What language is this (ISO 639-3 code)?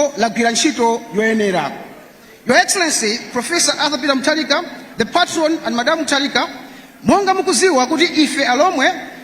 nya